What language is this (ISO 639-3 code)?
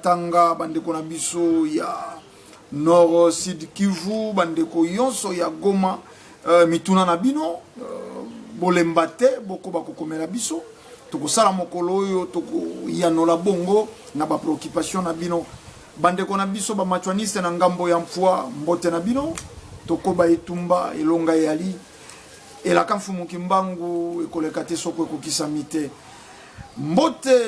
lin